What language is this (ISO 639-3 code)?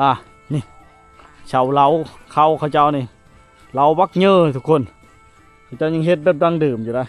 lao